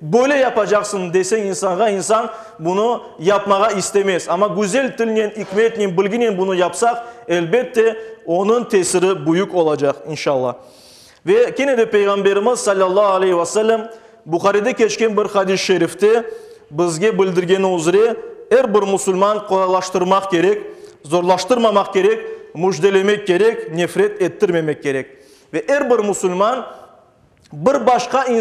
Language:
Crimean Tatar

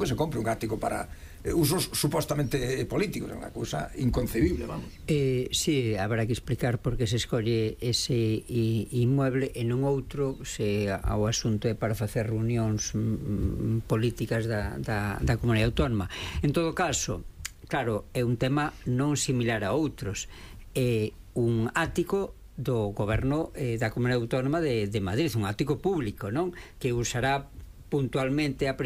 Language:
Galician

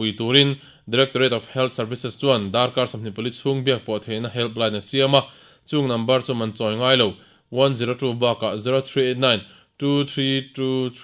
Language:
Mizo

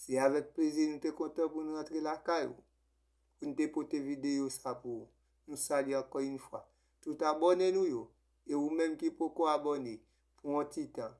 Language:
Haitian Creole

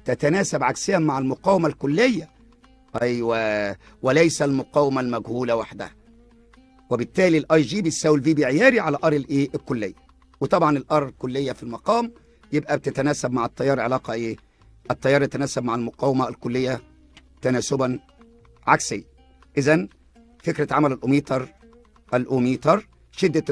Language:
Egyptian Arabic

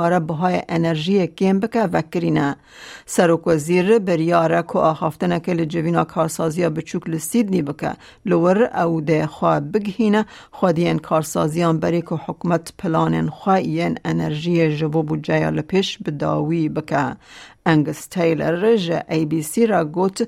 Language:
Kurdish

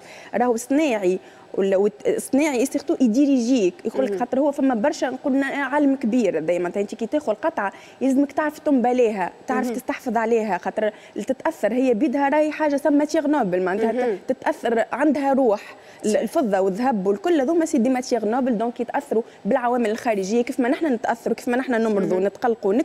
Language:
Tunisian Arabic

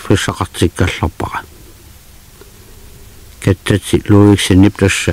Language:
Kalaallisut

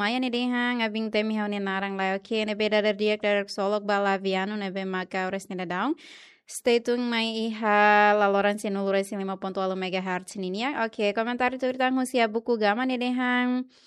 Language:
Tetum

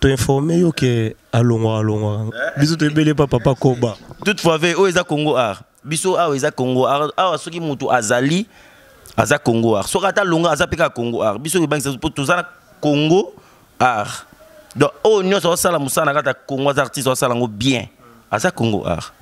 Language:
Lingala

